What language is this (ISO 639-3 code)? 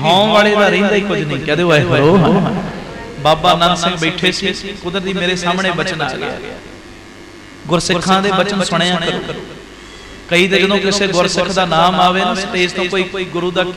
pan